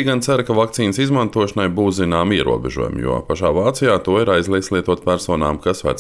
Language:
Latvian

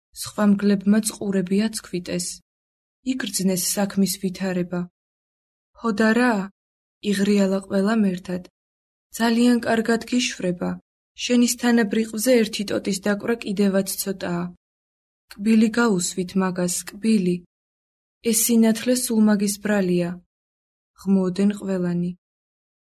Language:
Georgian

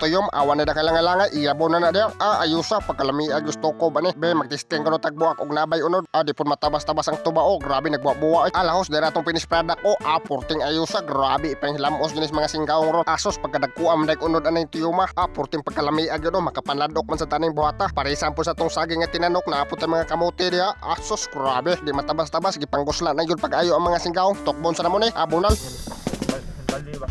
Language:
Cebuano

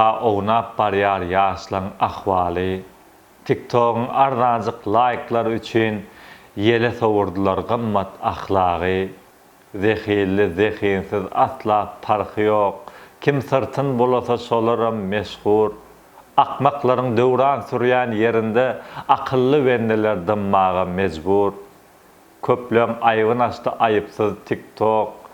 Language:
Turkmen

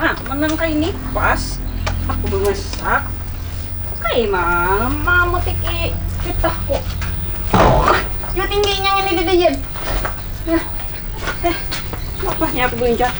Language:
Banjar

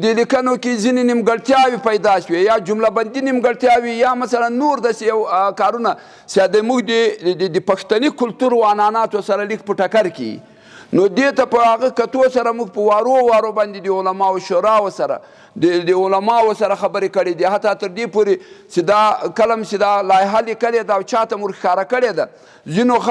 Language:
Pashto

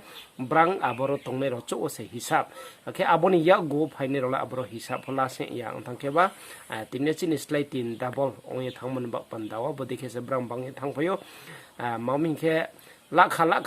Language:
Riang (India)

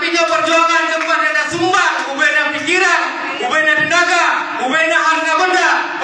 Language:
Achinese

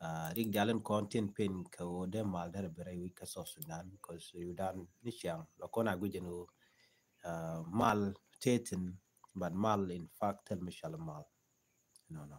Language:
Nuer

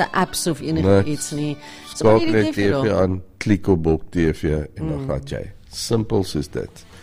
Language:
Afrikaans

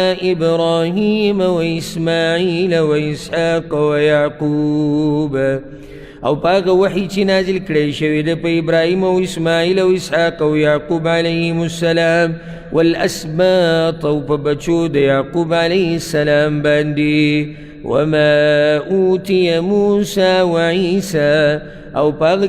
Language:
Pashto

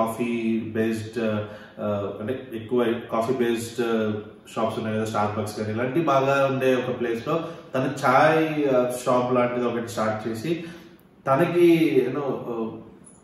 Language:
Telugu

